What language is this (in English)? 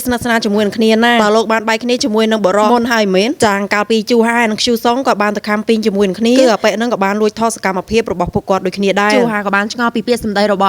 Khmer